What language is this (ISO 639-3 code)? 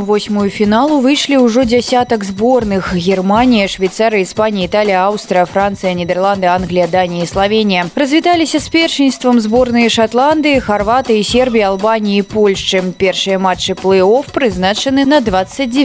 bel